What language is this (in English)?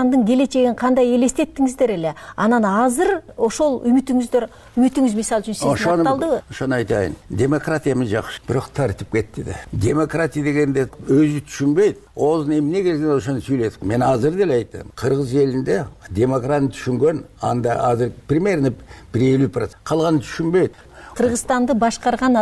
Kyrgyz